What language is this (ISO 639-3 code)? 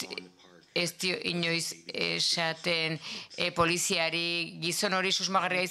eus